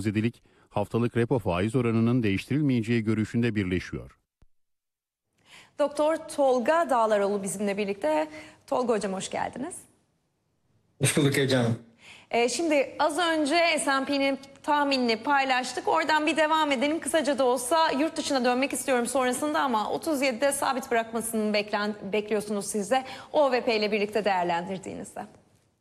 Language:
Turkish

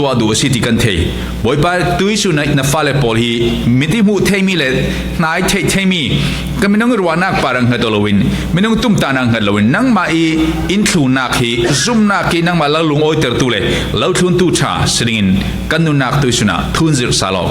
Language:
Falam Chin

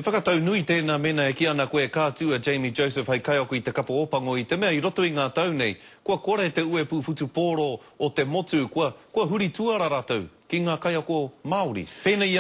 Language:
Māori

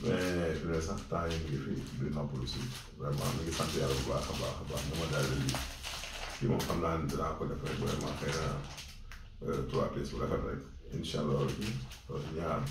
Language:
Wolof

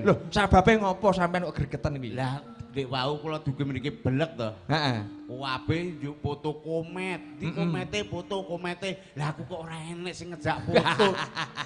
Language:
Javanese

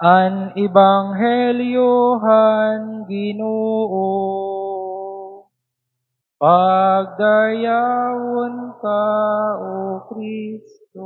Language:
Waray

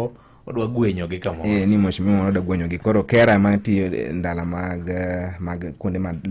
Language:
Luo (Kenya and Tanzania)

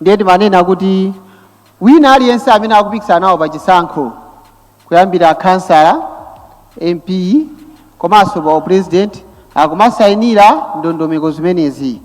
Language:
Nyanja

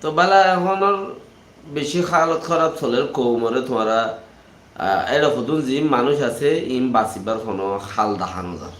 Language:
Rohingya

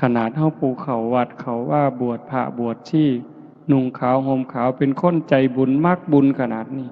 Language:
Northeastern Thai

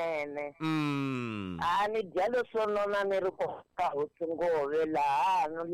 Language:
Tsonga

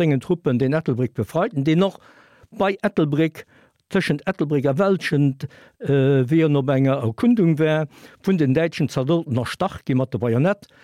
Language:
Luxembourgish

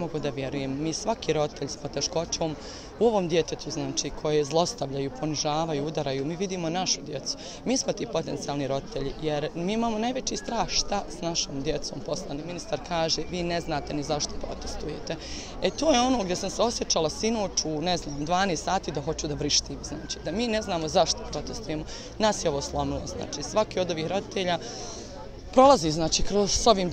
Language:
Bosnian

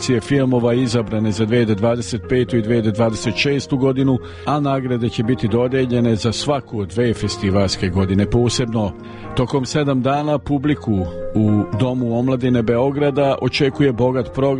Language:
Serbian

